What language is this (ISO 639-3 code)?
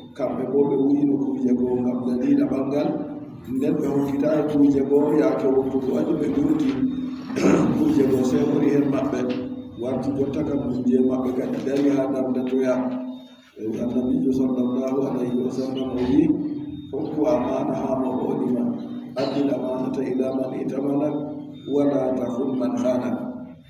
fub